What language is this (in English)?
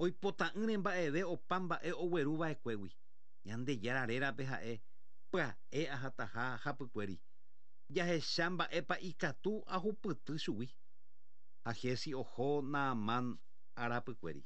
Guarani